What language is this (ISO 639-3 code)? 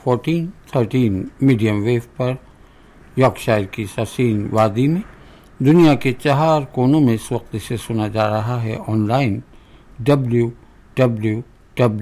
urd